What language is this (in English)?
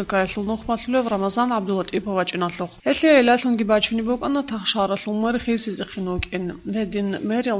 Avaric